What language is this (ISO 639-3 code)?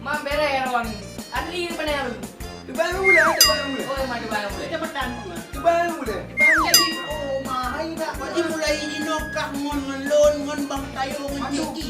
ace